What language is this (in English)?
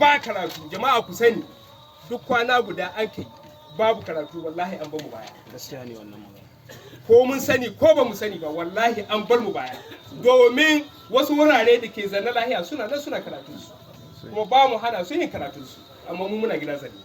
Hausa